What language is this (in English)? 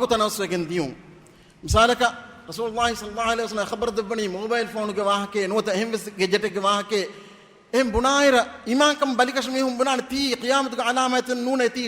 Divehi